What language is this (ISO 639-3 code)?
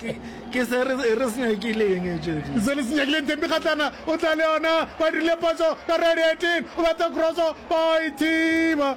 nso